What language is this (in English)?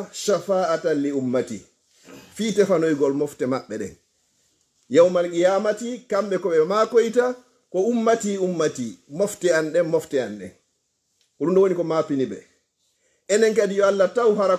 Fula